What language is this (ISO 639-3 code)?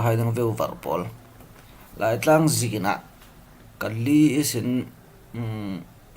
cfm